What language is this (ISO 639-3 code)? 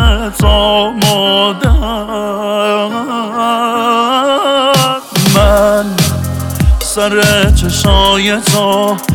fas